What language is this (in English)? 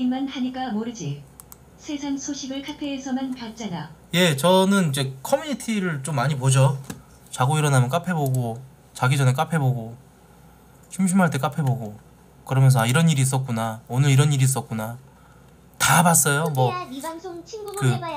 Korean